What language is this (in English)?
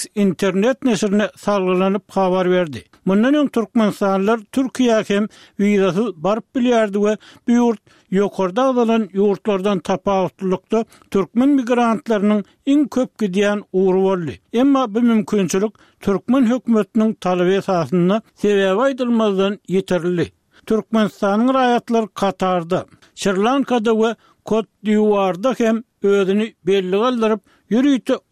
Turkmen